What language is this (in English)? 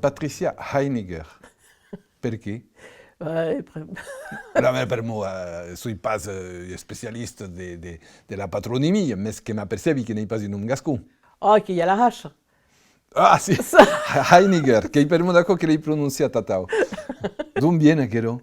Occitan